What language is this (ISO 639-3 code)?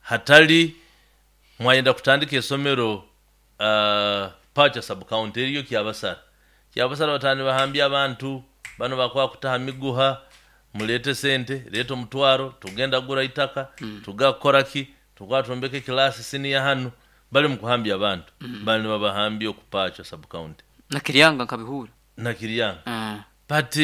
nyo